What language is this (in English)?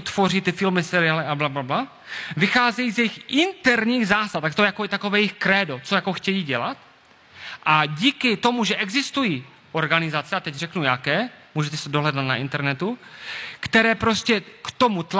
Czech